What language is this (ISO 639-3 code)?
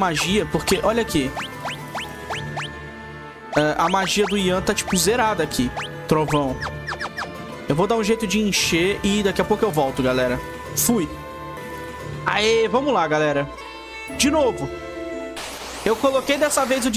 por